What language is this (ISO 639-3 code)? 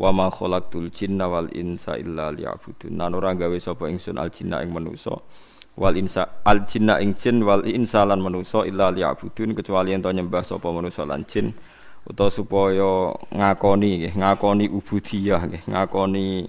jav